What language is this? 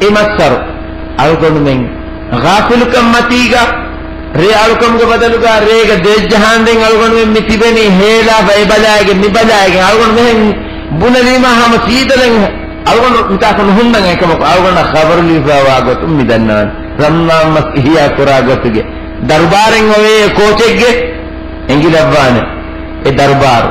Divehi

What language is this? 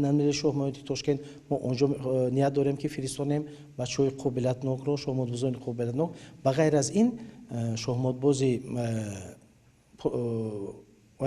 Tajik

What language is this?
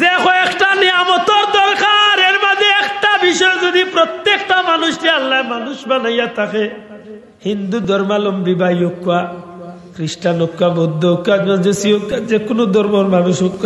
Sylheti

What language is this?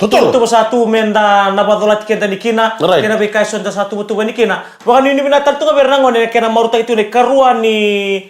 Fijian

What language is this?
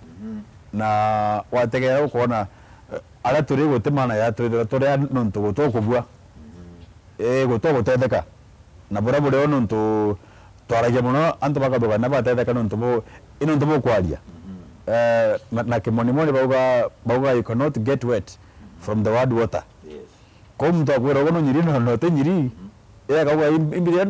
Meru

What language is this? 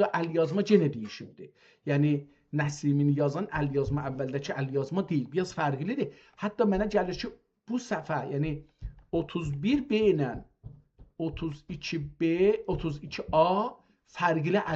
South Azerbaijani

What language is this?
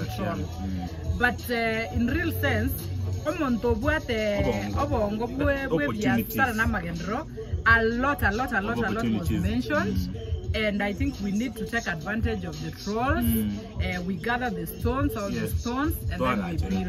Gusii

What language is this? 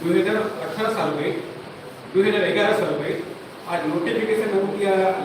Santali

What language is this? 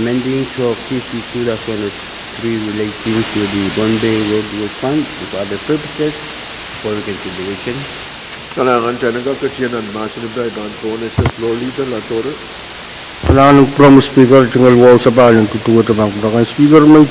Pohnpeian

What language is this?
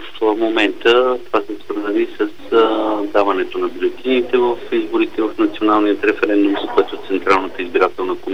Bulgarian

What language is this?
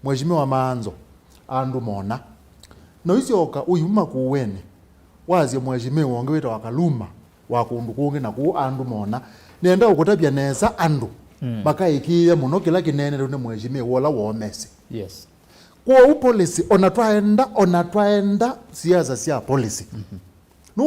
Kamba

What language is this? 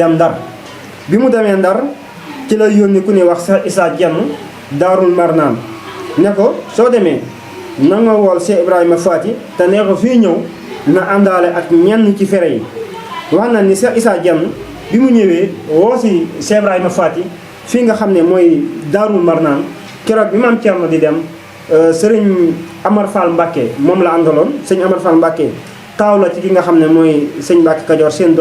Wolof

